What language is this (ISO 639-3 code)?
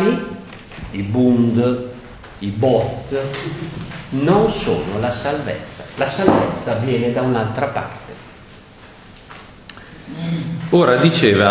ita